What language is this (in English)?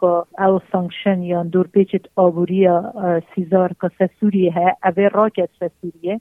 Kurdish